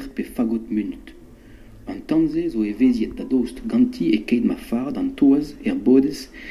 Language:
Breton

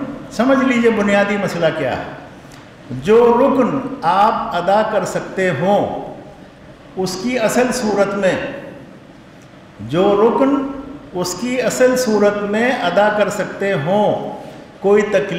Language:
Urdu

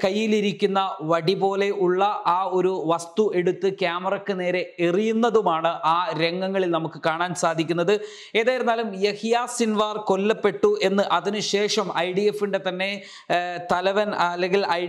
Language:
Malayalam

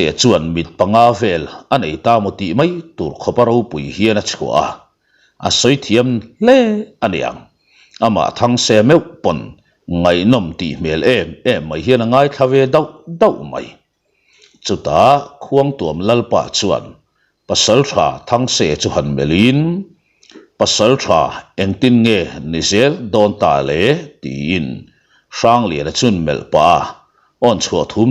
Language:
Mizo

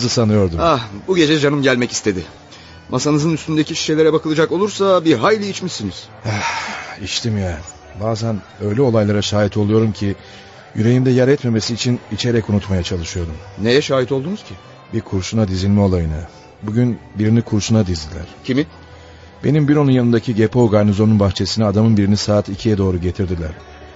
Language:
Turkish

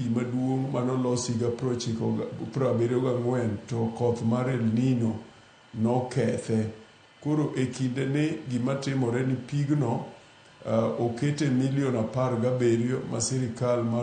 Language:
Luo (Kenya and Tanzania)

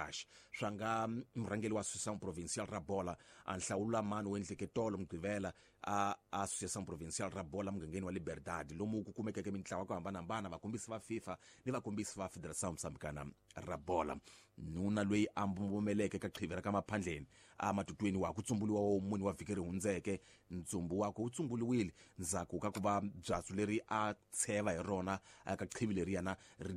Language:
Tsonga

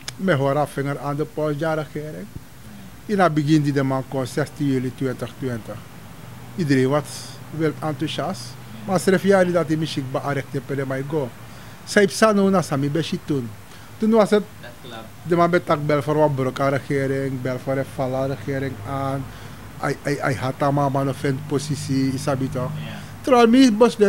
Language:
Sranan Tongo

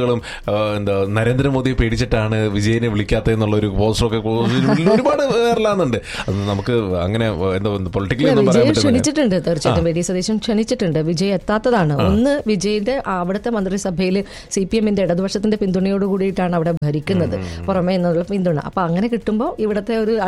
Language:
Malayalam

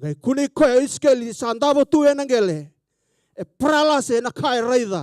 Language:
Fijian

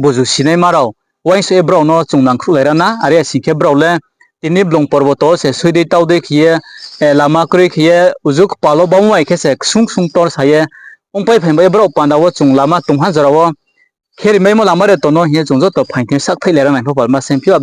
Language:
Riang (India)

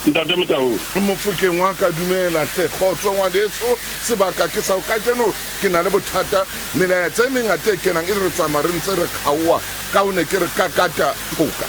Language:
Southern Sotho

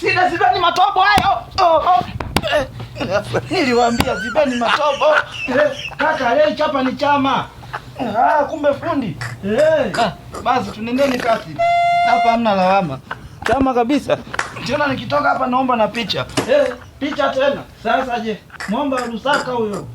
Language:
Swahili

